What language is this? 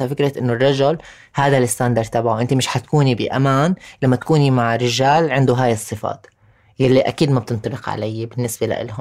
North Levantine Arabic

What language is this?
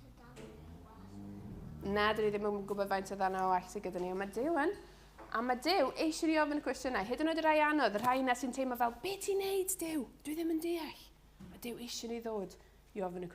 Welsh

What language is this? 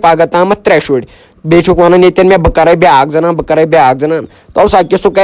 Kashmiri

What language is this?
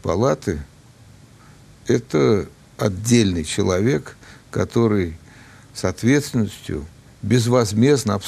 Russian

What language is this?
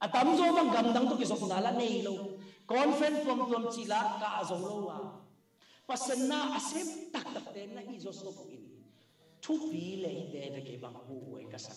Tedim Chin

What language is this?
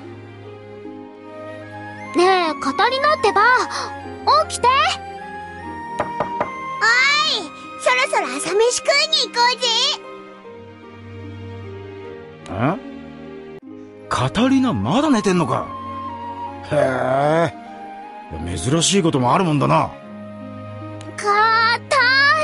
Japanese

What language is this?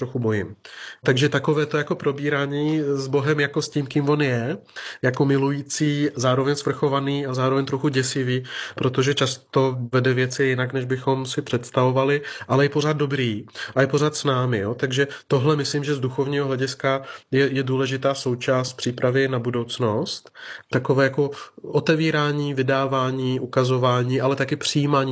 Czech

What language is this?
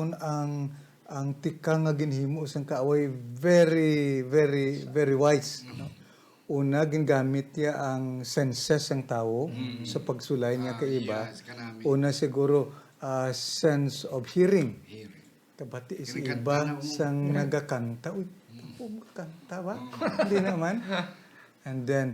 Hiligaynon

